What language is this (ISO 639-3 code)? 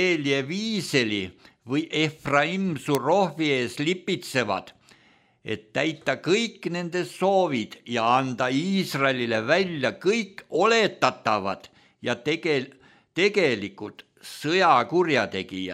est